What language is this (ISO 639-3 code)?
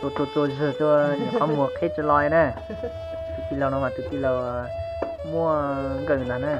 hmn